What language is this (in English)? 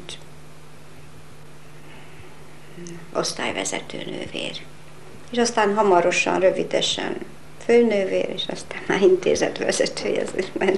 Hungarian